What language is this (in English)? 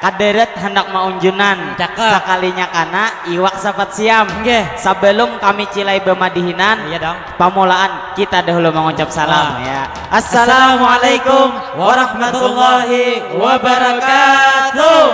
Banjar